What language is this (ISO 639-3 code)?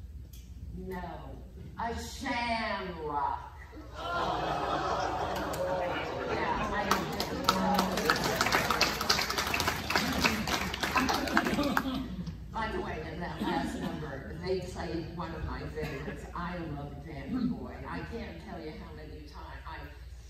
eng